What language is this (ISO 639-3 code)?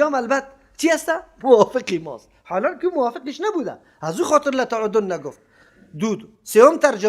fas